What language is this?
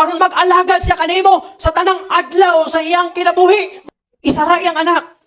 Cebuano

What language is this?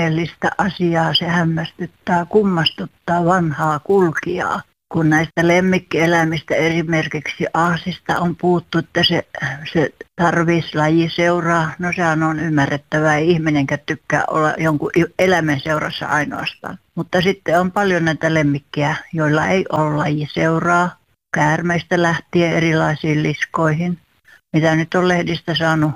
Finnish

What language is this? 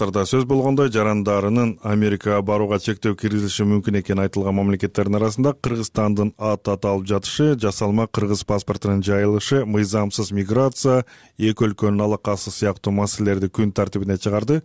Kyrgyz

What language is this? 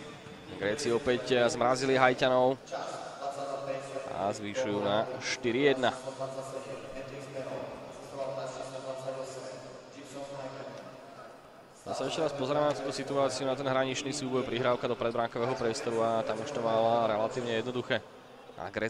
Slovak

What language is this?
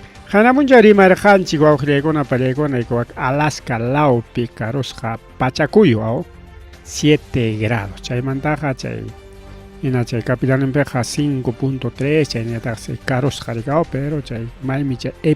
Ayacucho Quechua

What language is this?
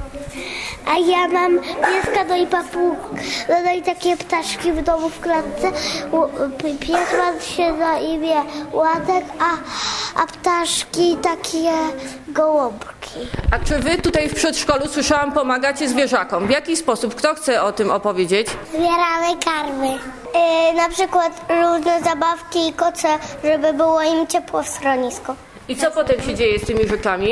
Polish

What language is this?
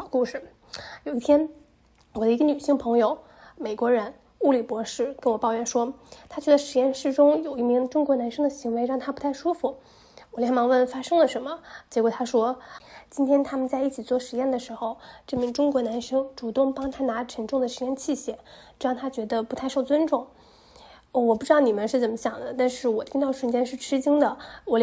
Chinese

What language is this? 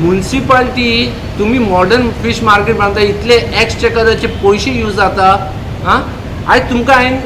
Konkani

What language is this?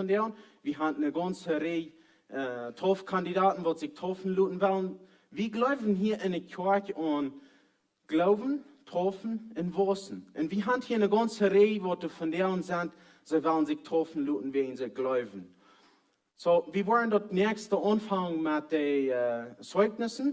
Plautdietsch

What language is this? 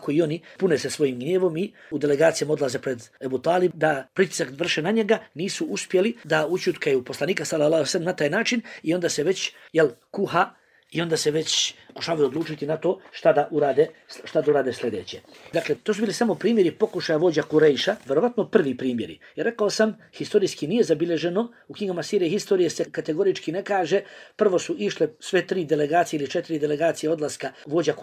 Bosnian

